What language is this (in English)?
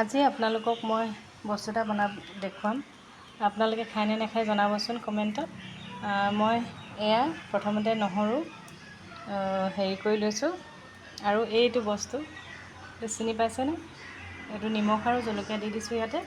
Assamese